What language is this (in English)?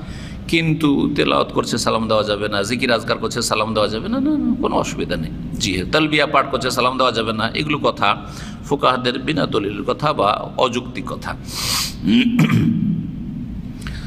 Bangla